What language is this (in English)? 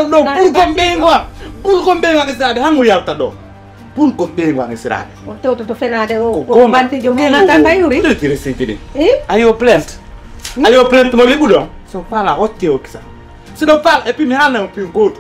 Fula